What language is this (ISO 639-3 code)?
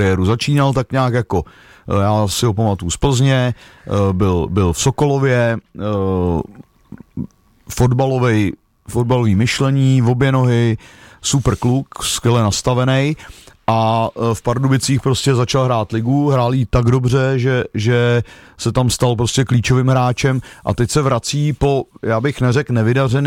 ces